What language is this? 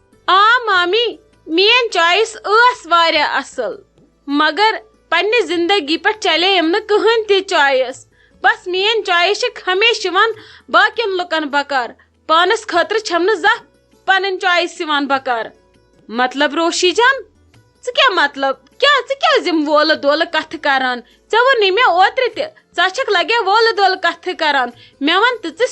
Kashmiri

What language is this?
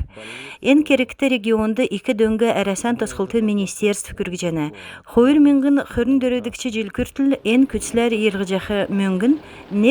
Kalmyk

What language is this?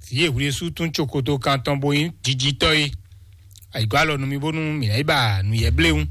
Fon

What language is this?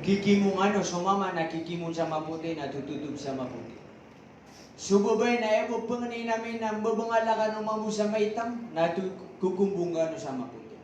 Maranao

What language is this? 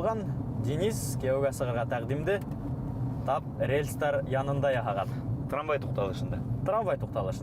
Bashkir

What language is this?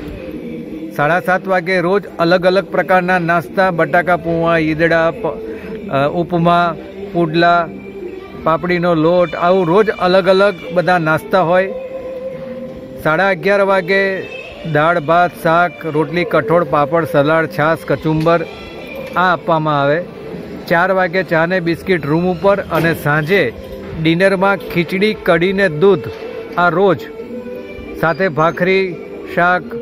Gujarati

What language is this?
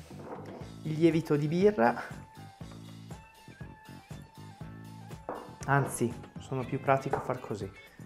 Italian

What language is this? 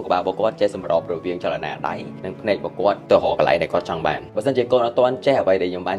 Khmer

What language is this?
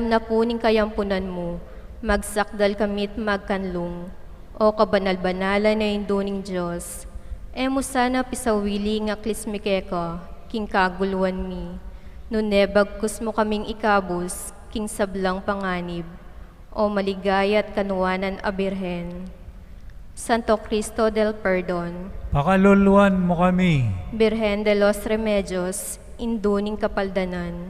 Pampanga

